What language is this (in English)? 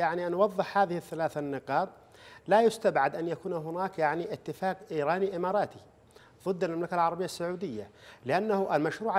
Arabic